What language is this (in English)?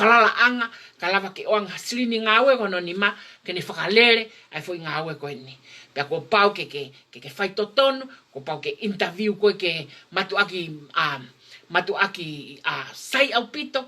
Tongan